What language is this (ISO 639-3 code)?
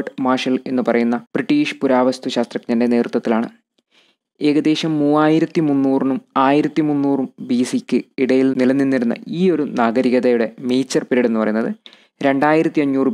mal